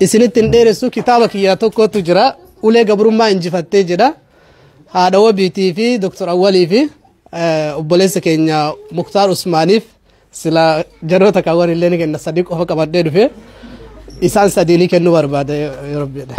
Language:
Oromo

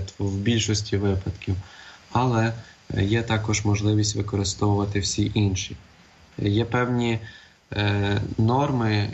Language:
Ukrainian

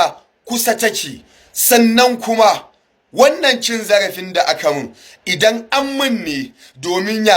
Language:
Hausa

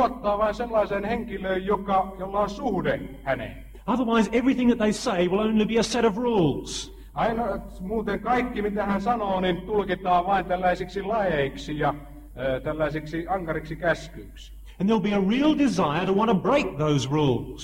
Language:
Finnish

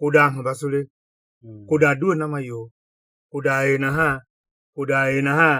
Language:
Tiv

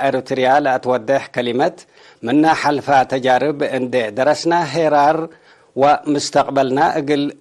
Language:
Tigre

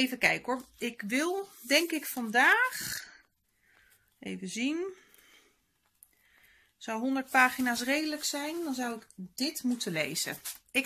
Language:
Dutch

